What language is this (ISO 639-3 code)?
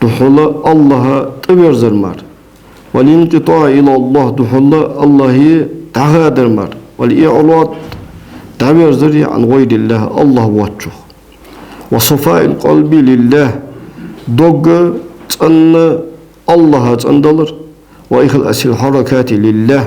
inh